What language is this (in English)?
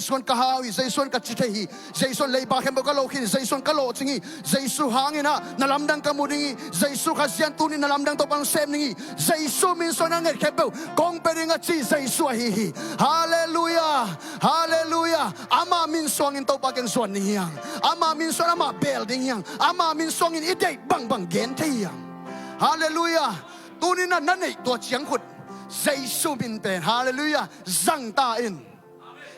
Tedim Chin